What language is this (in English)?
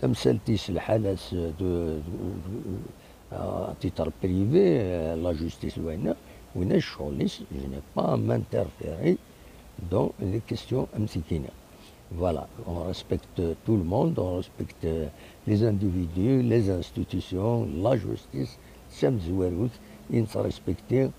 Kabyle